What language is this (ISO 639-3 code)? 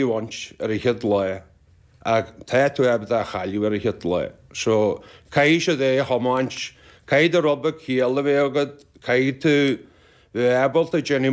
gle